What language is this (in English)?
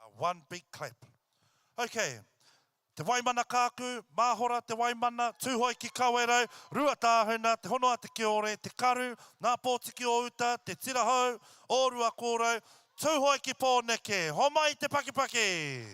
Māori